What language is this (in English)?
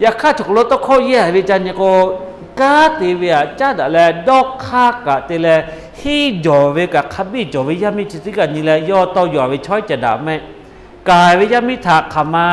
Lahu